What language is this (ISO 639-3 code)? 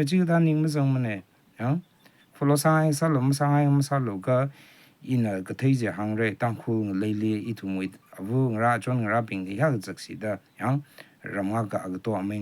raw